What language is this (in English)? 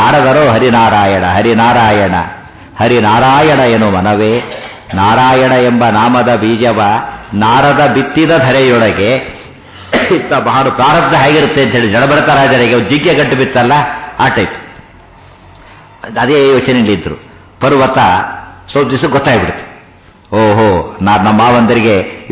Kannada